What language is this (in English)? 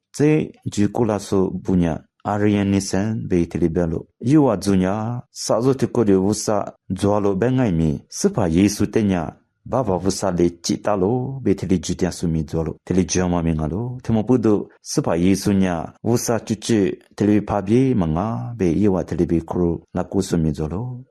Lisu